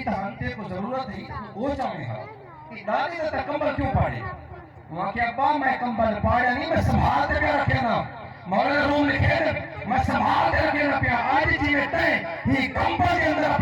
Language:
Saraiki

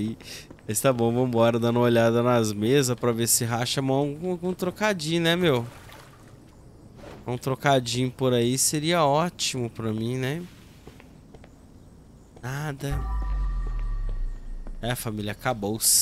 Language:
Portuguese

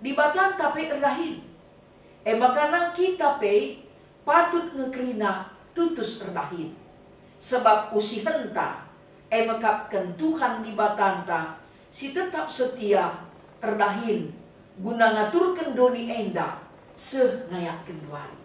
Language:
Batak Karo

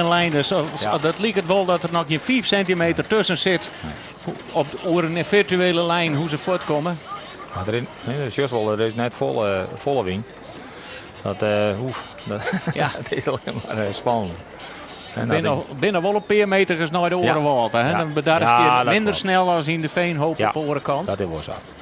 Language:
Western Frisian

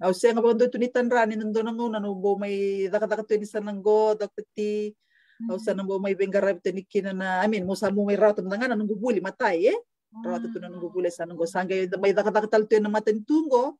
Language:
Fijian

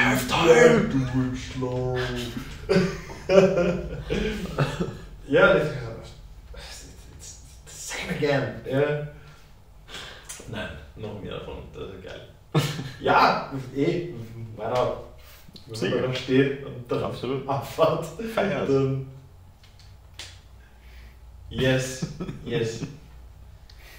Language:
German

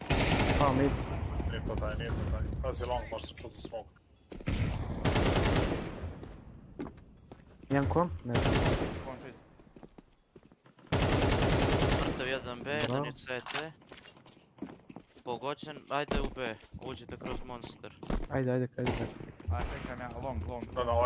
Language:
Serbian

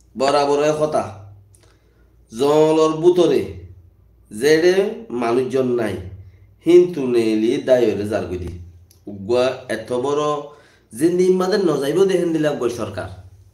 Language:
Rohingya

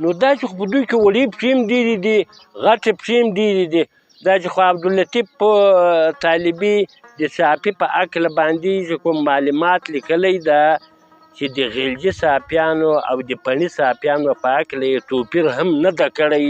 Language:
Pashto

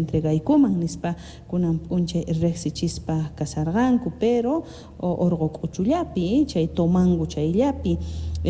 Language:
South Bolivian Quechua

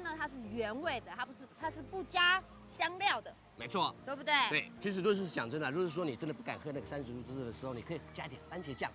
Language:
Chinese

